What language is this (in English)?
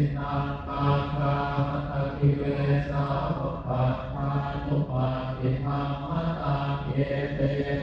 Pali